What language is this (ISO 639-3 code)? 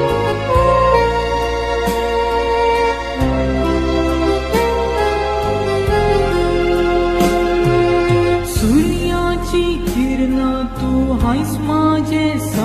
mar